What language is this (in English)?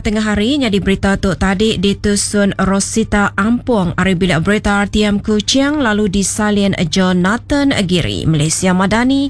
Iban